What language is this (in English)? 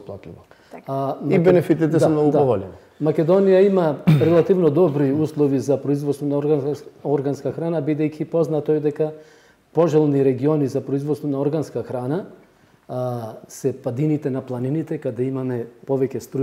Macedonian